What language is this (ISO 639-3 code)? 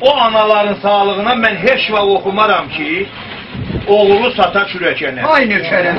azb